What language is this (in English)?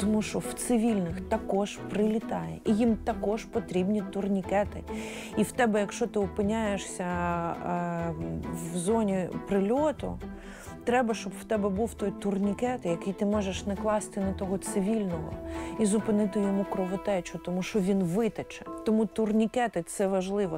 Ukrainian